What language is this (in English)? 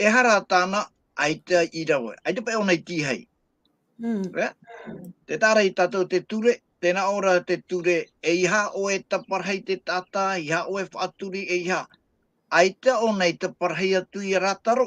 Tahitian